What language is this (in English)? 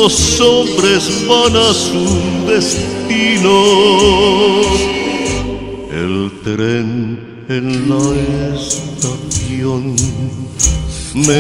Spanish